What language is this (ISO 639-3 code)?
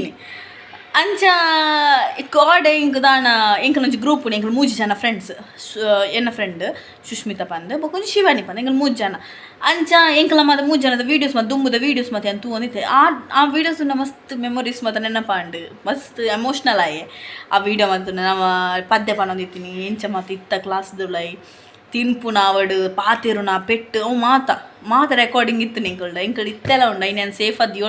tcy